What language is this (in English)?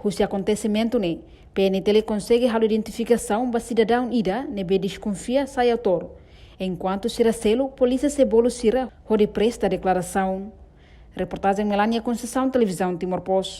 Tetum